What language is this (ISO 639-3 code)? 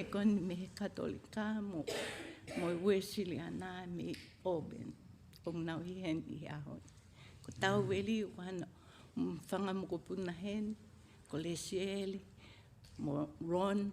ton